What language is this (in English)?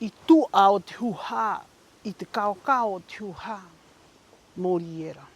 Rapanui